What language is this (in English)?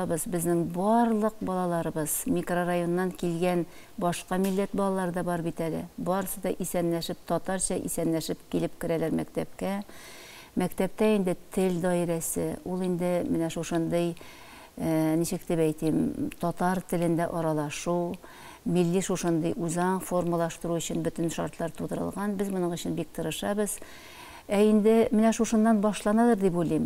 Tatar